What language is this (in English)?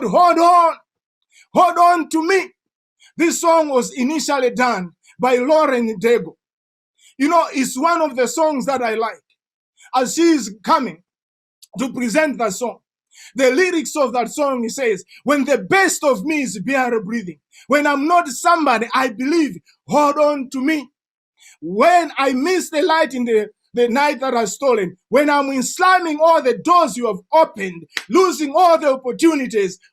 English